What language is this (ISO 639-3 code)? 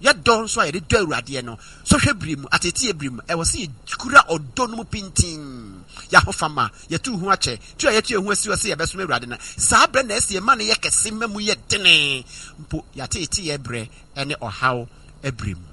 aka